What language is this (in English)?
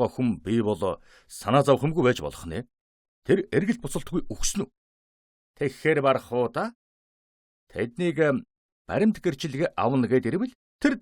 Mongolian